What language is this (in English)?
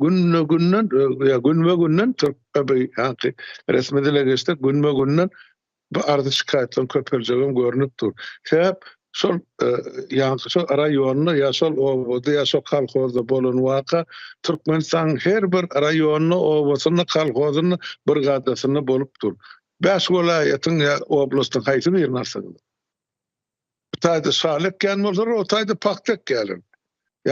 Turkmen